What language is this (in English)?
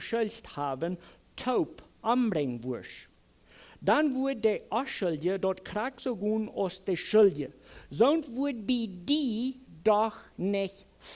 Plautdietsch